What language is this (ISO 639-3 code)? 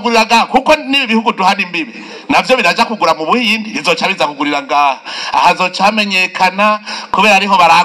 run